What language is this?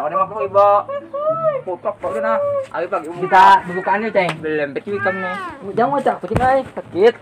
Banjar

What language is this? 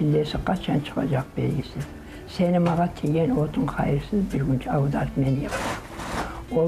Kumyk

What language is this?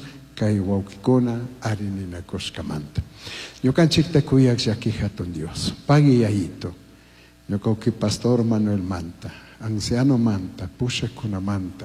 Chimborazo Highland Quichua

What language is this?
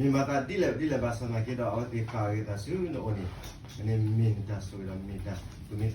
S'gaw Karen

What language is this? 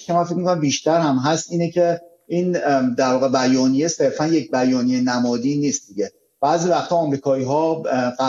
Persian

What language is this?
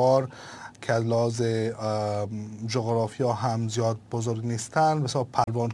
Persian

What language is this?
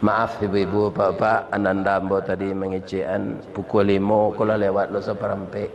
Minangkabau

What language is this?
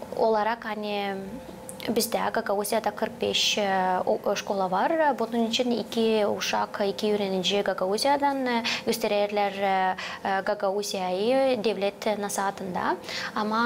Gagauz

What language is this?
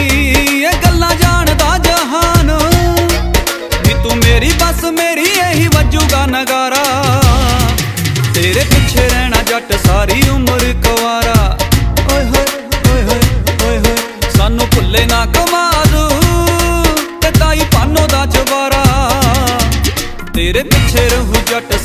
Punjabi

